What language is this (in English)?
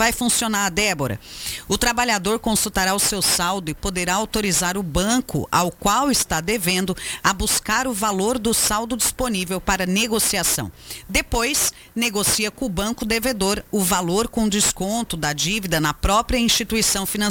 Portuguese